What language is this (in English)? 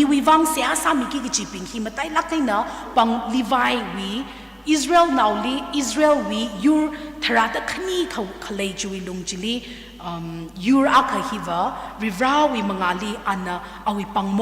Tangkhul Naga (India)